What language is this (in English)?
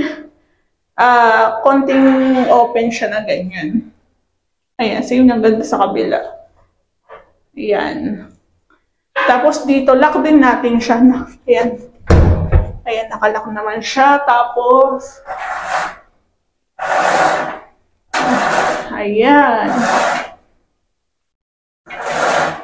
Filipino